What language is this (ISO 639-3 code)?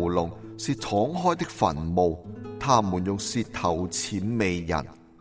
yue